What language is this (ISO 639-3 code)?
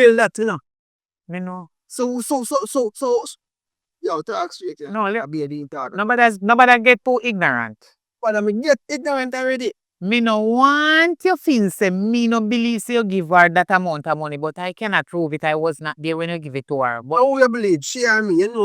jam